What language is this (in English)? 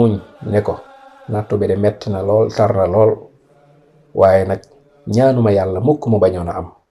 Wolof